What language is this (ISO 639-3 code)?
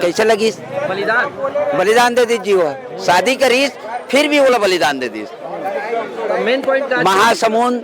hne